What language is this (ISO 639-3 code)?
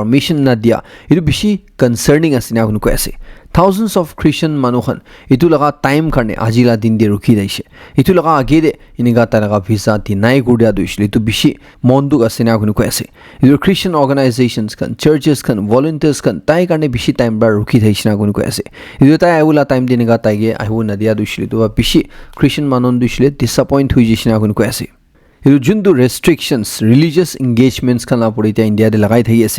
nag